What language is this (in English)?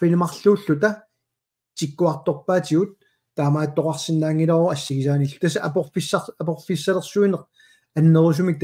Kalaallisut